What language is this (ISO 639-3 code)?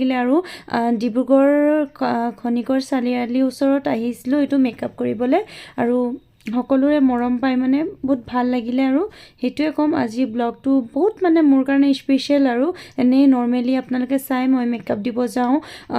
asm